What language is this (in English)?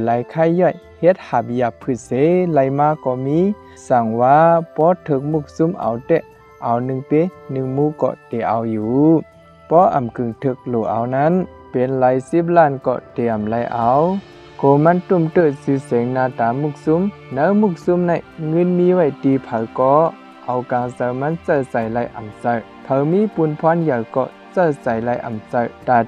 Shan